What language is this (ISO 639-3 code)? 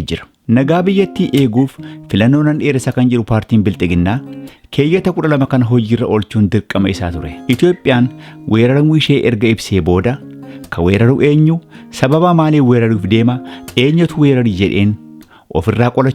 orm